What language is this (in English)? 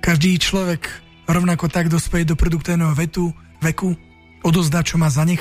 Slovak